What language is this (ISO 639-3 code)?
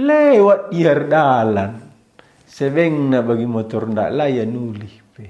btx